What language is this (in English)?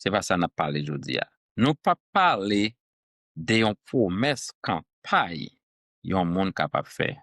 Haitian Creole